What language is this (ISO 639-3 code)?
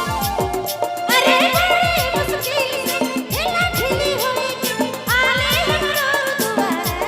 sck